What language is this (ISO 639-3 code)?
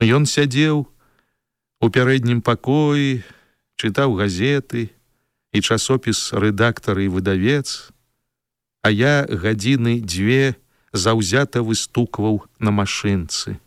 bel